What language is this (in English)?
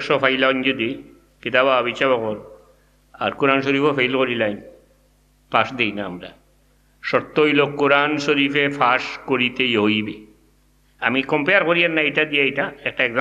Sylheti